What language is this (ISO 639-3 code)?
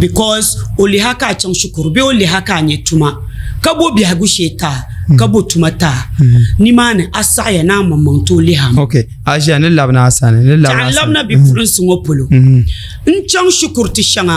dag